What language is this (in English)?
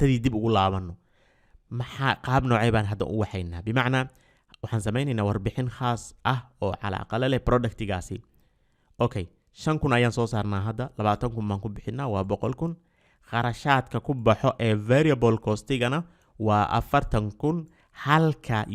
Somali